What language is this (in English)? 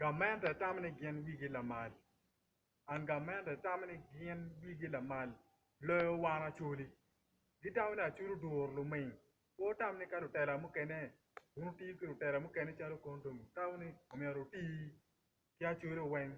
Acoli